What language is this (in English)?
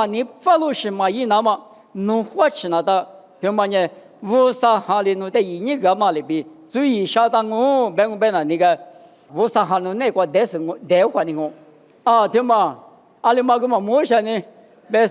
Lisu